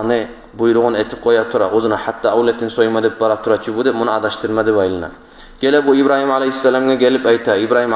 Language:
Kumyk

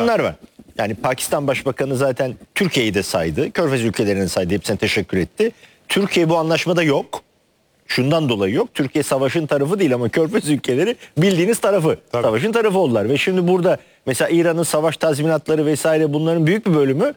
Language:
Turkish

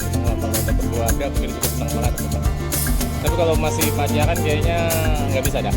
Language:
Betawi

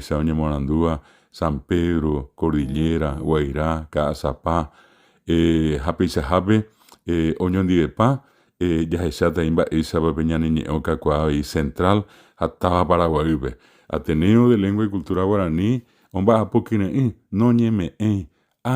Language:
Guarani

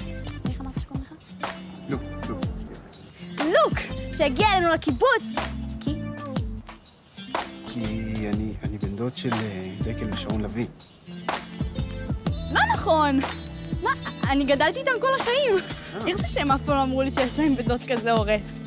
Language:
Hebrew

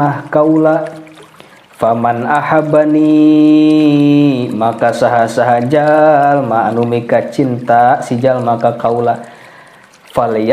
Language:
Sundanese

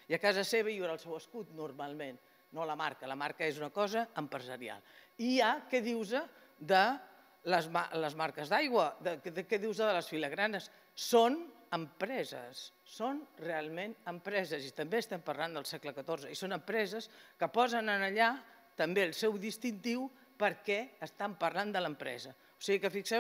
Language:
Catalan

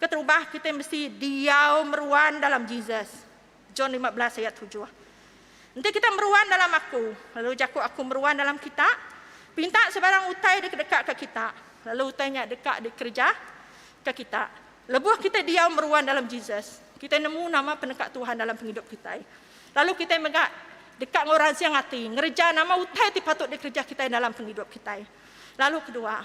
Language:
Iban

